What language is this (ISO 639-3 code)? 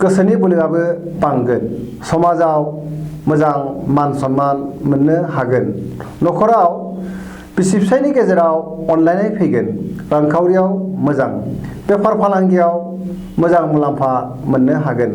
brx